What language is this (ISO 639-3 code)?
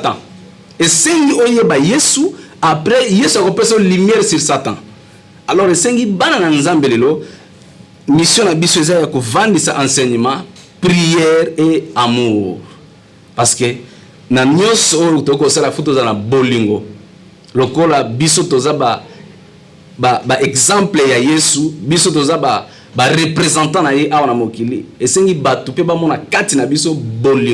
lin